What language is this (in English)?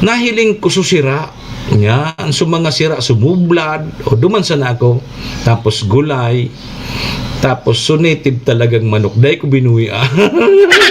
Bikol